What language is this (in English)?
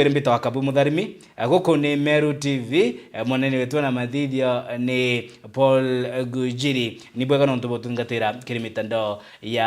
Meru